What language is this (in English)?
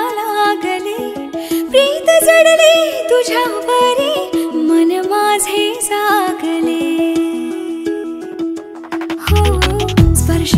Marathi